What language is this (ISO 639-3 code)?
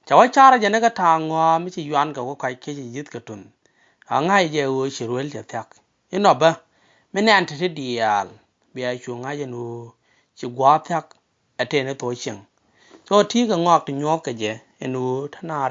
nus